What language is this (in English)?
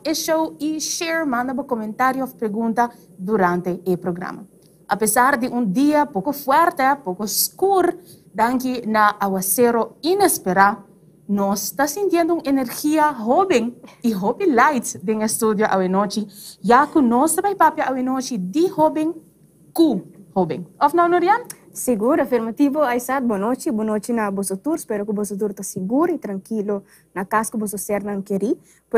Papiamento